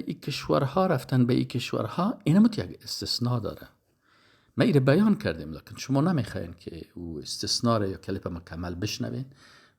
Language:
Persian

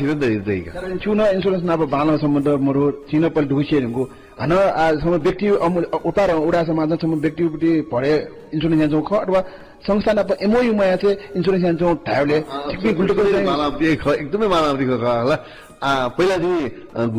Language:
Newari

